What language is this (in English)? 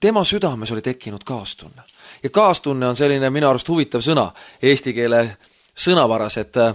Estonian